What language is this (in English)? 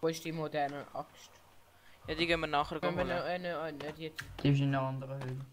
Swiss German